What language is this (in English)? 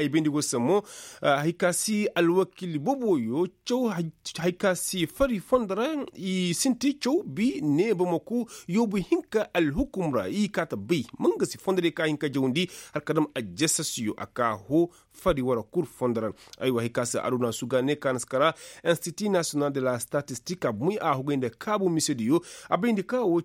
Koyraboro Senni